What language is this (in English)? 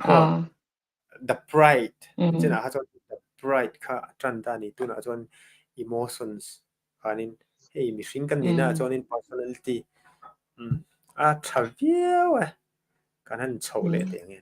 Mizo